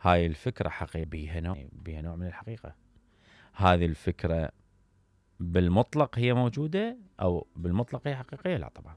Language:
Mesopotamian Arabic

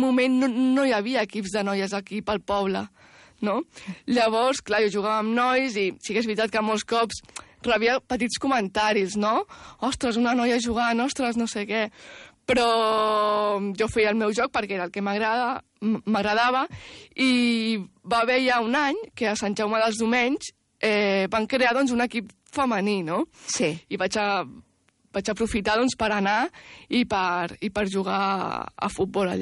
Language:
Catalan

